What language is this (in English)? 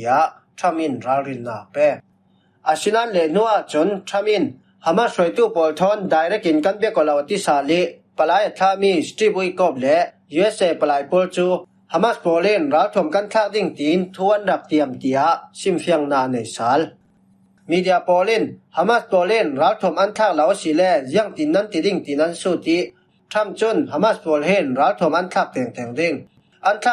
Falam Chin